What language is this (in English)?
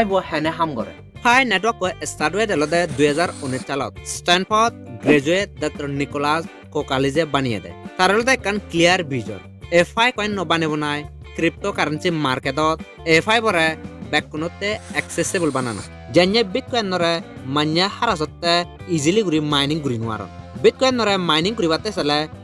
Chakma